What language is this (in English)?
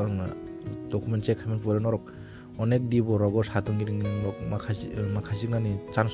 Kok Borok